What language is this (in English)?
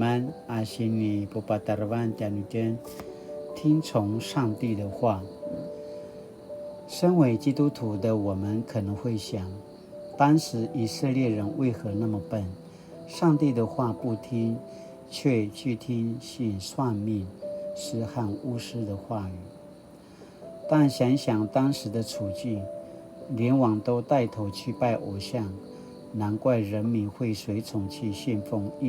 Paiwan